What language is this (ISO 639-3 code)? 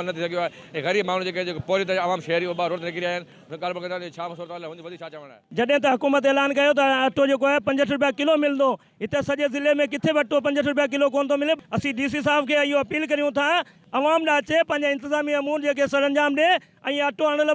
snd